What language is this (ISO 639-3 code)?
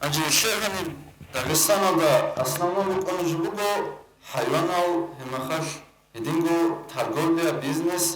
ava